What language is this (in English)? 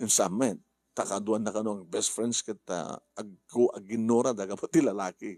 Iloko